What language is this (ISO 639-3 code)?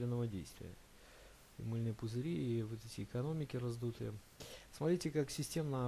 rus